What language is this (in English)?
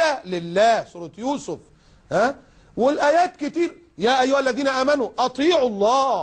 Egyptian Arabic